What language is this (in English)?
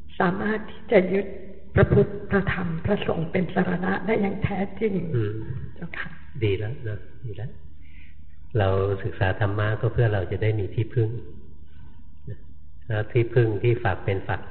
Thai